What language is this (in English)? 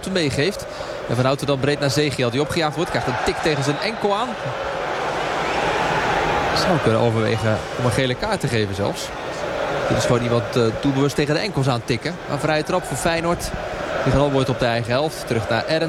Dutch